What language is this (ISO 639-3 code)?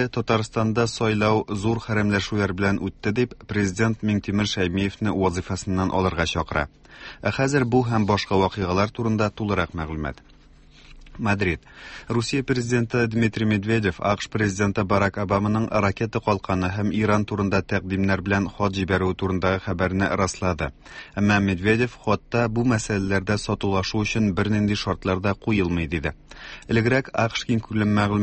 tat